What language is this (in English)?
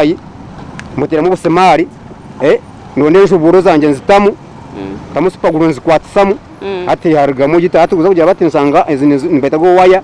Nyankole